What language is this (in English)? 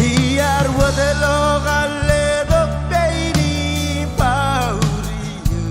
Marshallese